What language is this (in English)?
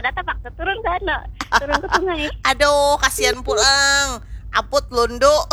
Banjar